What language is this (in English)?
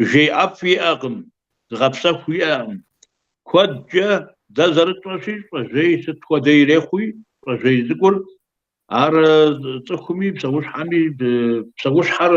Kabardian